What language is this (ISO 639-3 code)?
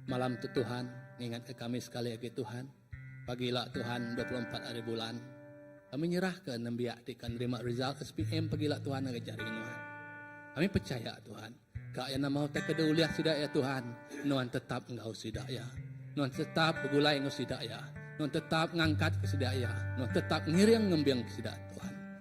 iba